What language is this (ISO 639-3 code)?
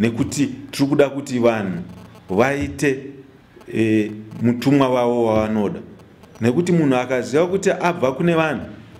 sna